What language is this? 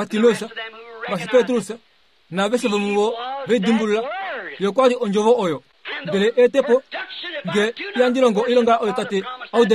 Kuanyama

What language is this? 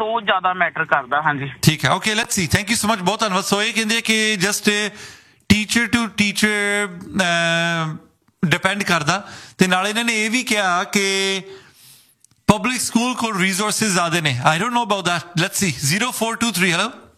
Punjabi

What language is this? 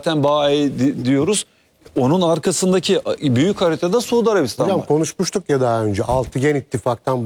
Turkish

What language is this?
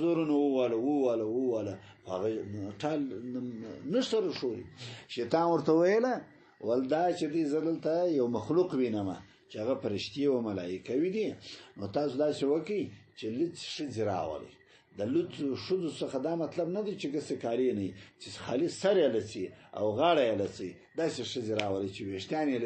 Pashto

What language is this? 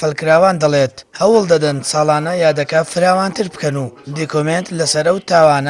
Central Kurdish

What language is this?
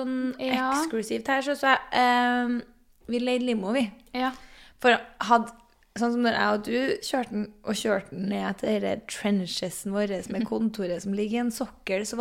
Norwegian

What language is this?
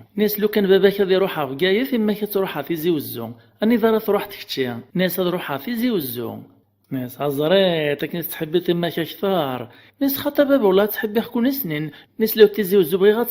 Kabyle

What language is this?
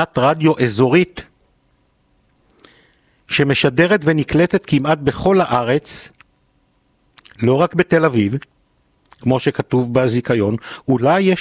Hebrew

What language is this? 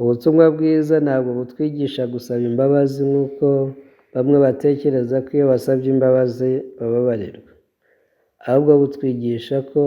Kinyarwanda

